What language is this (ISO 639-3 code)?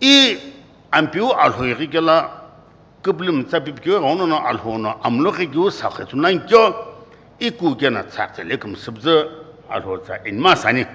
nsm